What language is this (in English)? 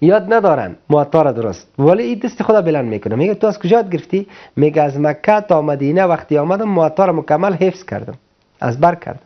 Persian